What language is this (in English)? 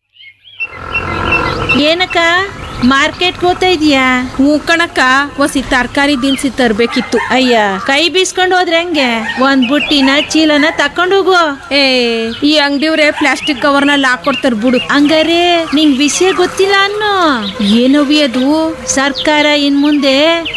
Kannada